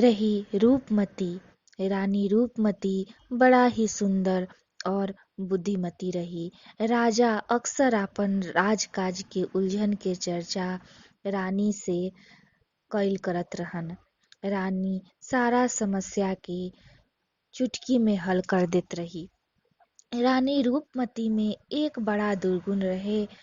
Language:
Bhojpuri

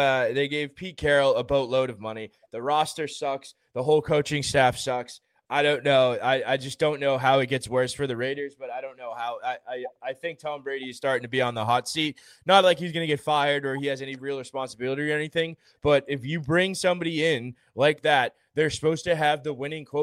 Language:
English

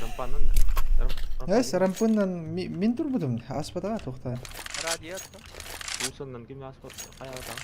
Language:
Yakut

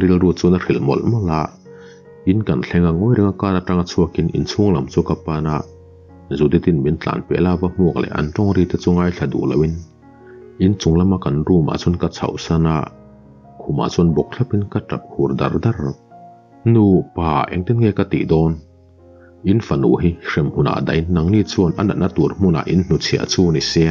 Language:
Mizo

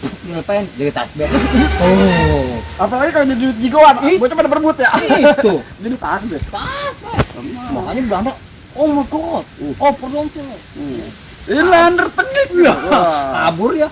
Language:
Betawi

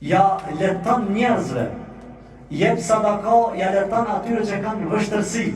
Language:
Albanian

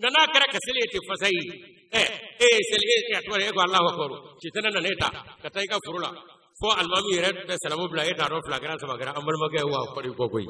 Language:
Bambara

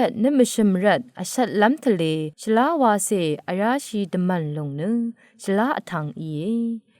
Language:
Rawang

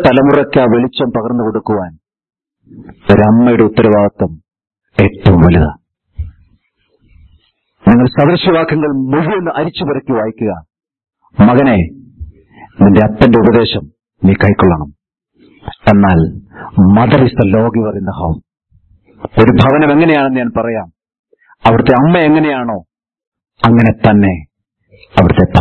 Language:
Malayalam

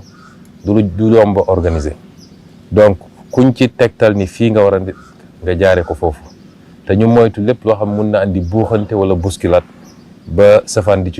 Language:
Wolof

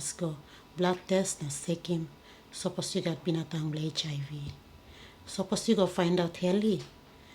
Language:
Tok Pisin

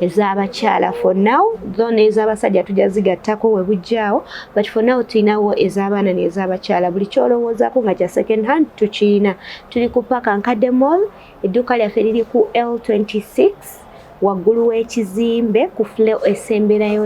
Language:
Ganda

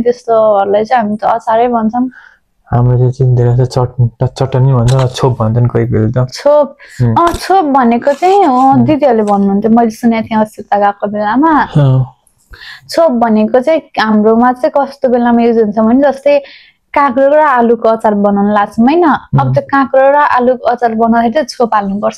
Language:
Nepali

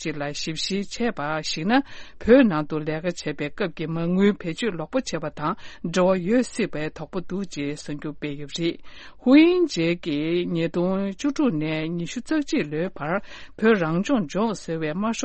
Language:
Tibetan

